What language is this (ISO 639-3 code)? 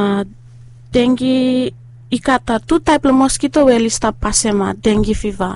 bis